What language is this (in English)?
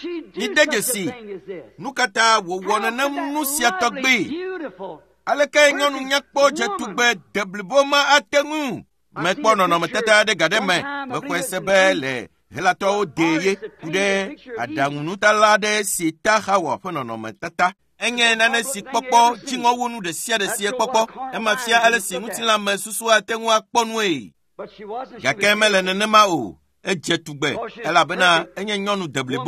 Ewe